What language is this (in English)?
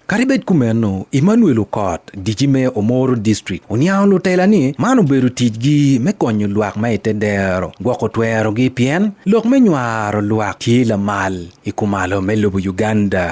Acoli